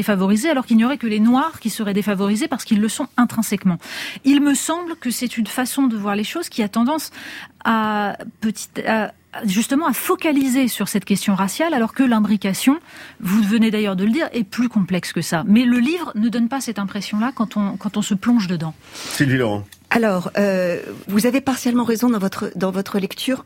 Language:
French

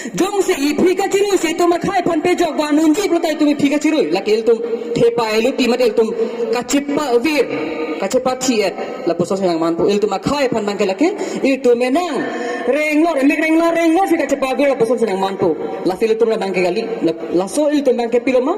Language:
Karbi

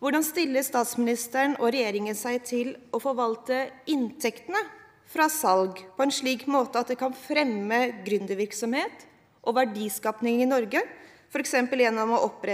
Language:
Norwegian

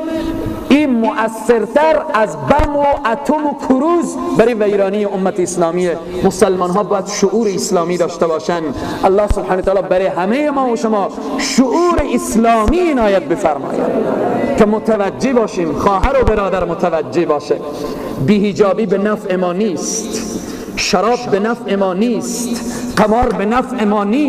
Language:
Persian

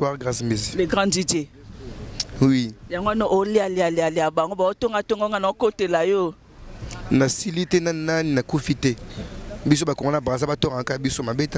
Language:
Lingala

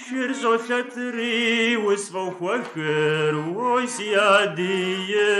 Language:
Kabardian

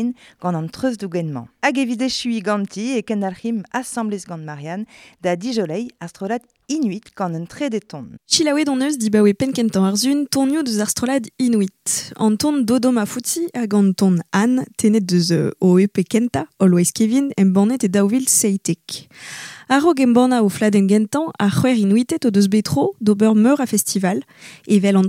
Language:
Breton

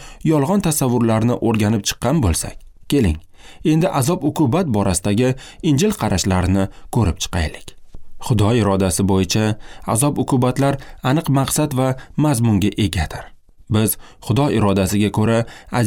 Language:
Uzbek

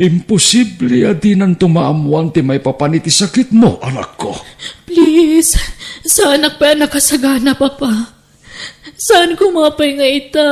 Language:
Iloko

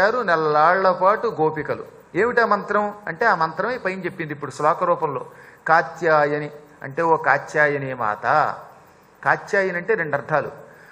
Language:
Telugu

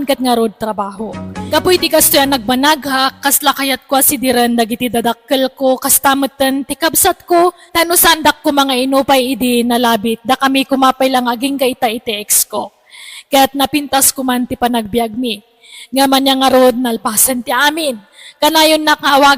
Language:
Iloko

